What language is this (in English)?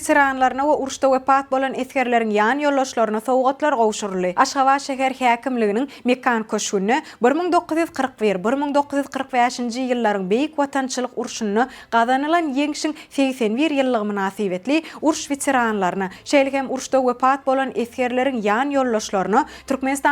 Turkmen